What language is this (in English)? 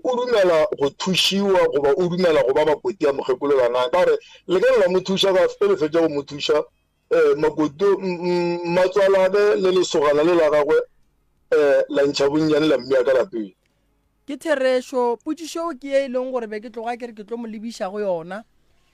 Northern Sotho